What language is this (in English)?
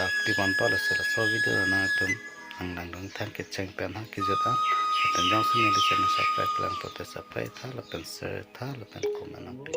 Karbi